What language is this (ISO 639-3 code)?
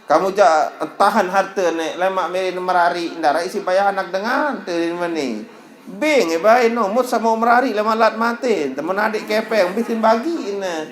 sas